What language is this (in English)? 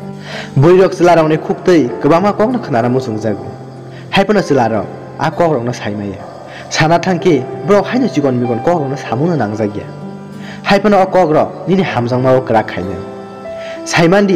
Kok Borok